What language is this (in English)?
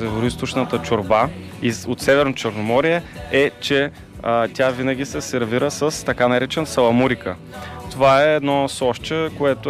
Bulgarian